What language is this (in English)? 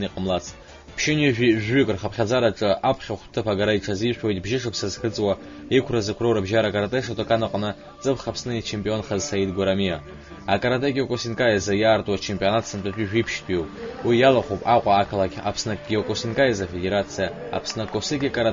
Abkhazian